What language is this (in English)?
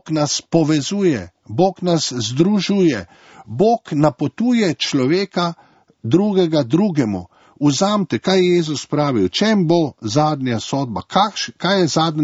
Slovenian